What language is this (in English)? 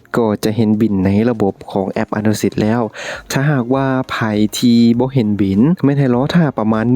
Lao